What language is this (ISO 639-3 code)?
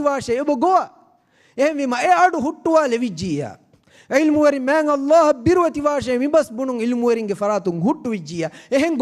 div